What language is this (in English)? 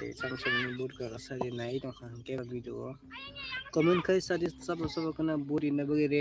Kok Borok